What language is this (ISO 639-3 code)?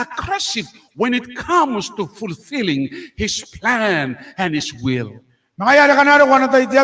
gil